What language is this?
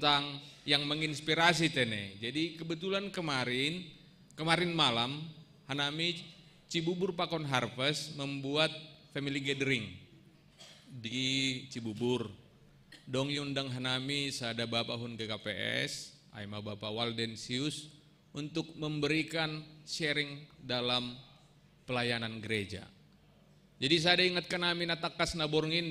Batak Simalungun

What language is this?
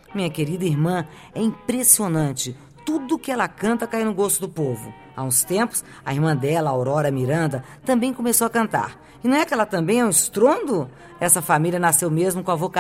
Portuguese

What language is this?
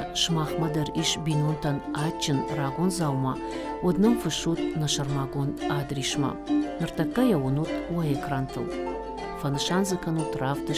Ossetic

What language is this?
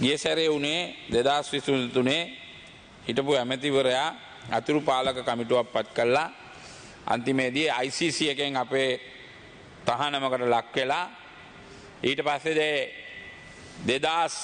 Sinhala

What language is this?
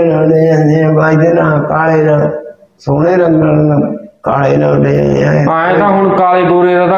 Punjabi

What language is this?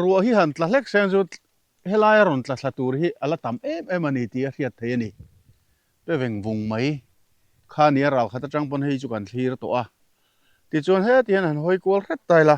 Mizo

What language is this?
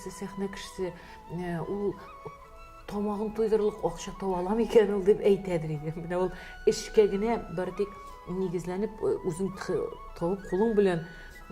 Tatar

